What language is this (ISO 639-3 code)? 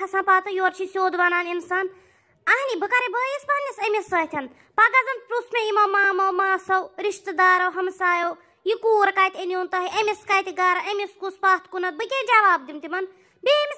kas